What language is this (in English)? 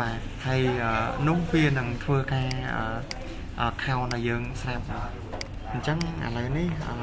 Khmer